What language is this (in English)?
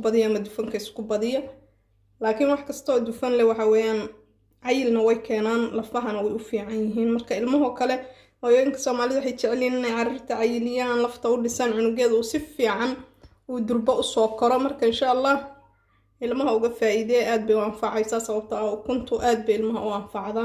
Somali